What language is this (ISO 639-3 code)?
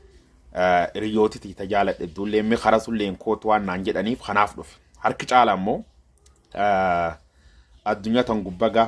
orm